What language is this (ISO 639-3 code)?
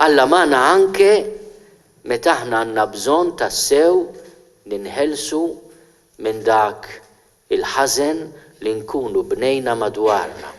mlt